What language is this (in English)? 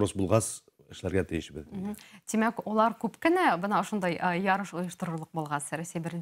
Bashkir